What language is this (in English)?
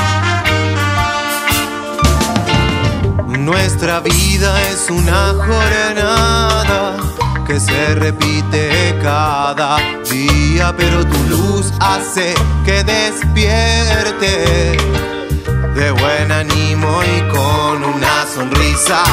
Spanish